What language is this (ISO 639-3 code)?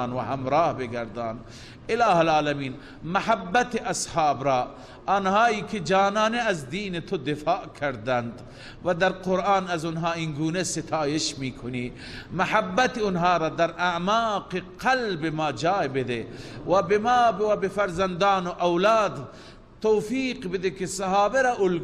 fas